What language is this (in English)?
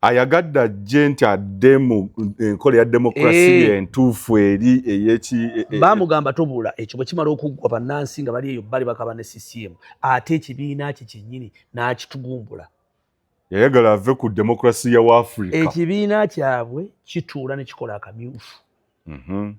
Ganda